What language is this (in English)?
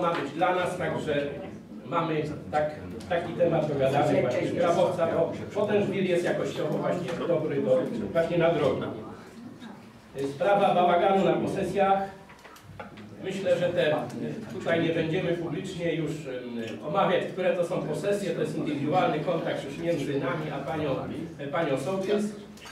Polish